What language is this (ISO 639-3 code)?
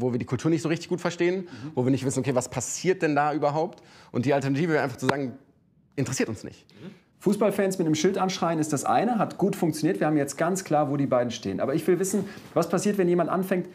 deu